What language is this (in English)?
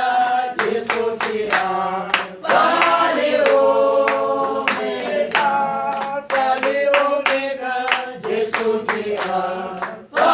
Tswana